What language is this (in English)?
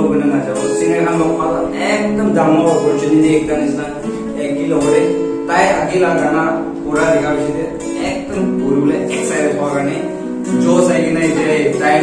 Naga Pidgin